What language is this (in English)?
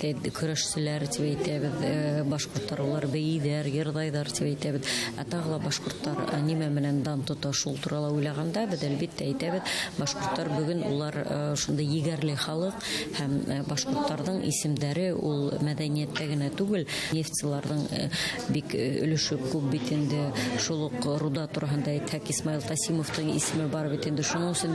Bashkir